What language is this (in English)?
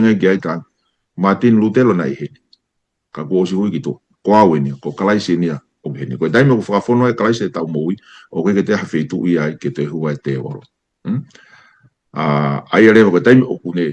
Tongan